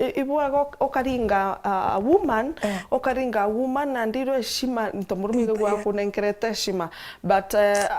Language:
Meru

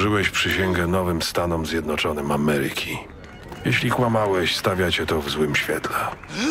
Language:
Polish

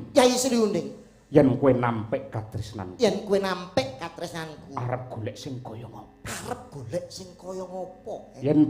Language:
Javanese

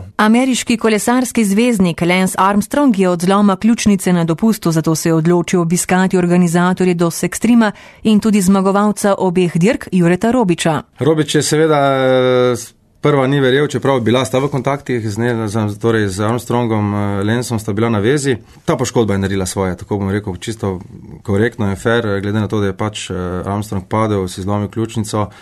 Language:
Slovenian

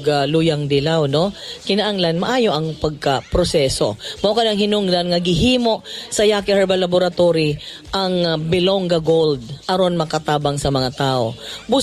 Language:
Cebuano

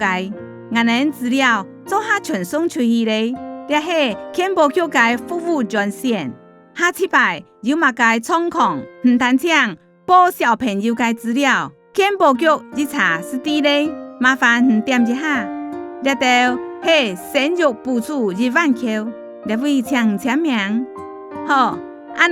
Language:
Hakka Chinese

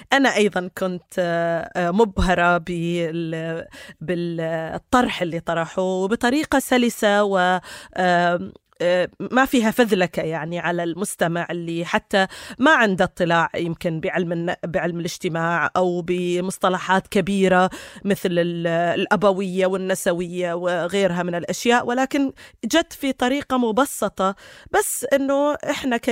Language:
North Levantine Arabic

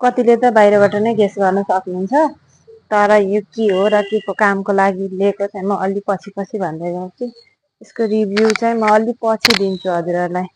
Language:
Nepali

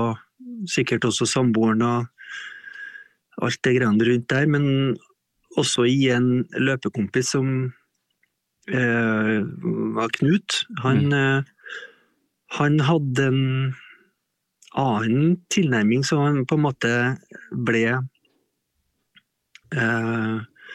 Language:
Norwegian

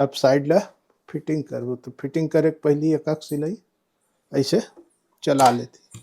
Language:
Chhattisgarhi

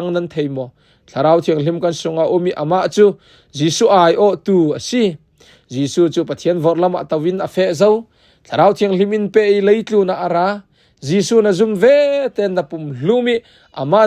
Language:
Falam Chin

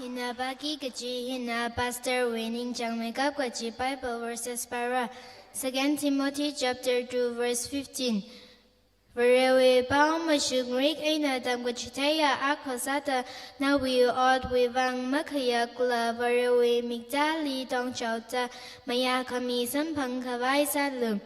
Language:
Tangkhul Naga (India)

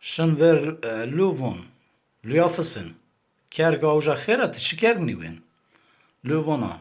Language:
Zaza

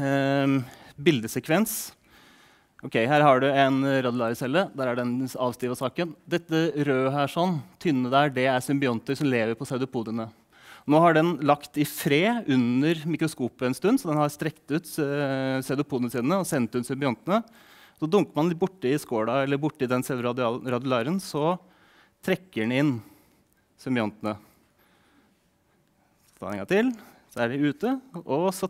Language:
Norwegian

